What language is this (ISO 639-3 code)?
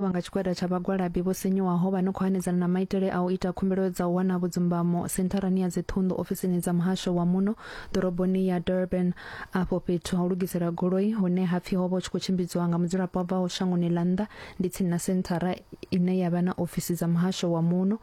ven